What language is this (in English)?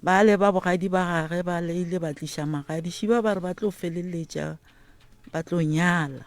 Northern Sotho